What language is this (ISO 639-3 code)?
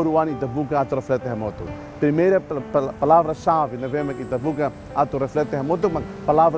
tet